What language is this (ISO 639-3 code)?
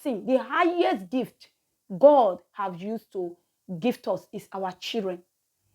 pcm